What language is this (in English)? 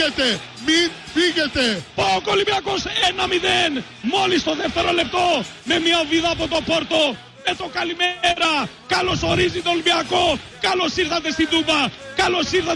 Greek